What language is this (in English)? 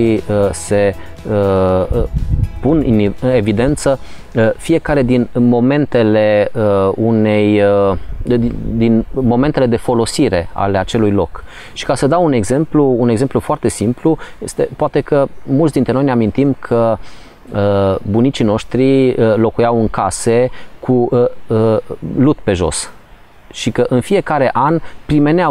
Romanian